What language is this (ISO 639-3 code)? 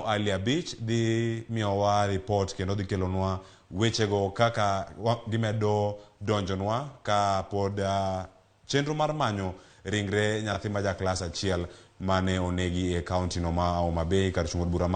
luo